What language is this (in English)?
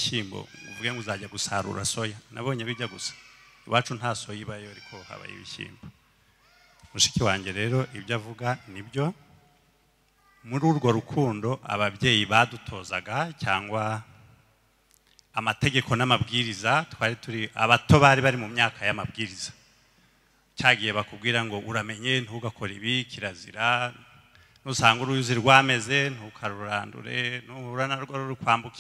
Kinyarwanda